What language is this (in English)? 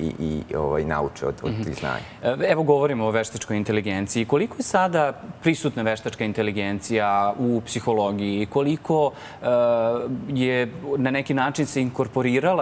Serbian